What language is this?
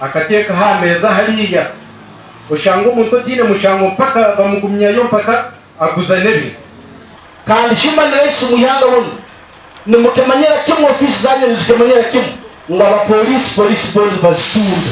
Nyankole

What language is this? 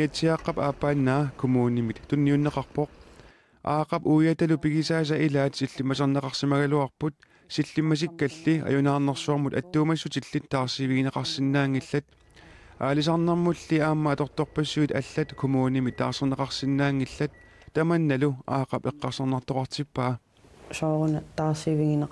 Kalaallisut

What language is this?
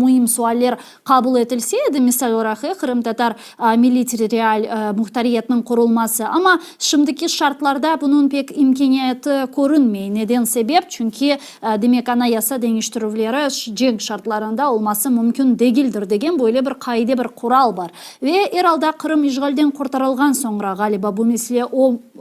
Crimean Tatar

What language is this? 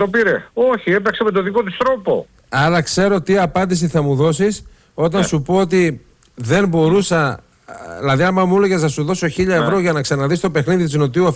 Greek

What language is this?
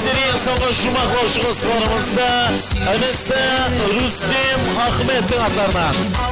Kara-Kalpak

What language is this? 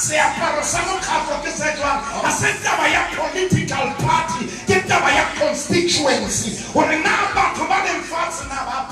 Southern Sotho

